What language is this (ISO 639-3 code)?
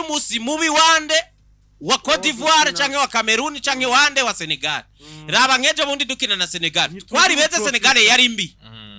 run